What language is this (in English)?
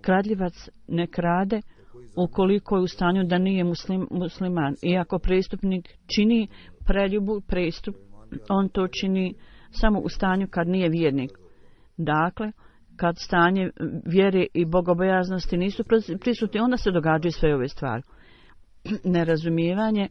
Bosnian